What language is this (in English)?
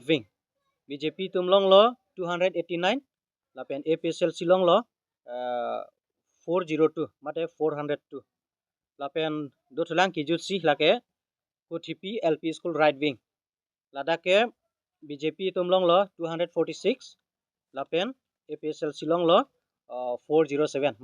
Karbi